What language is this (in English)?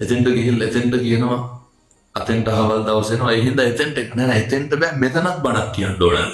Sinhala